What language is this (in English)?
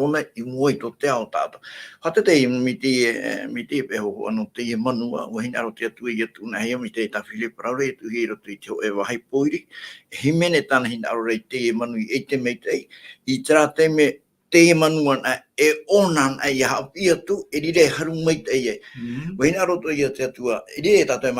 Tahitian